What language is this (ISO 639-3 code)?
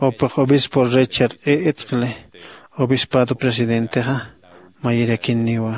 aym